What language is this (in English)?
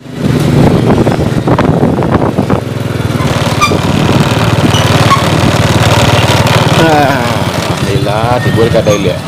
Minangkabau